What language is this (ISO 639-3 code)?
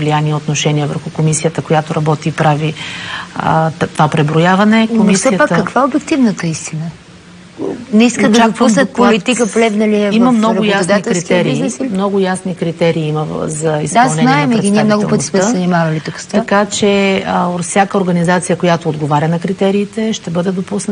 bul